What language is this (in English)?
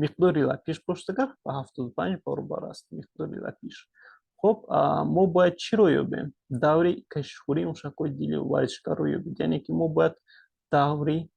Tajik